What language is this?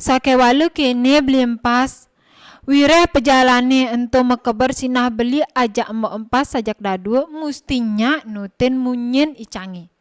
Balinese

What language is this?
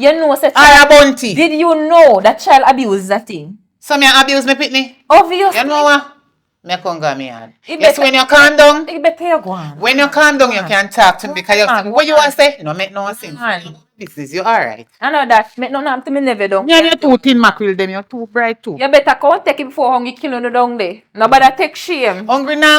Jamaican Creole English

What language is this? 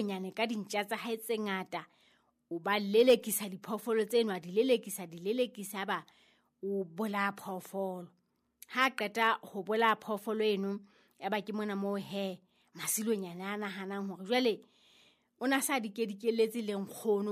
Southern Sotho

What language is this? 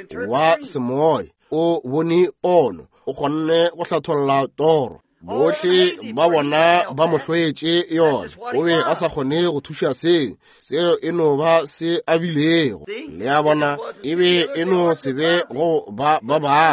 Northern Sotho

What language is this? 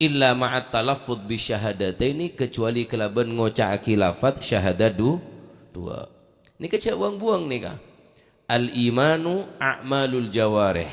Madurese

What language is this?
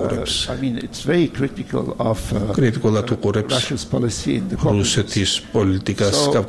Georgian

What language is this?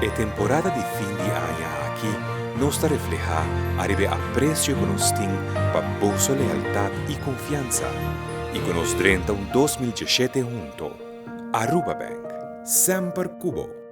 Papiamento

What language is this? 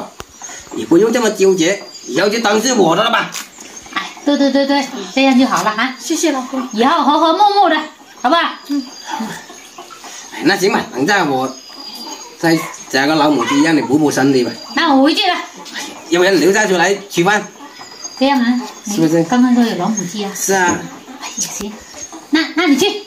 Chinese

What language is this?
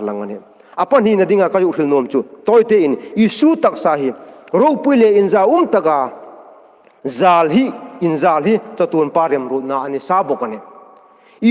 Hmar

